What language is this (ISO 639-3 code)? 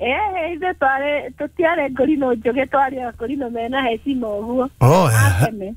kik